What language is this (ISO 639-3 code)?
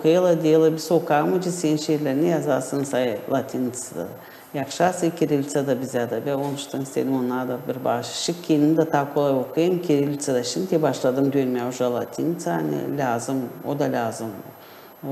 gag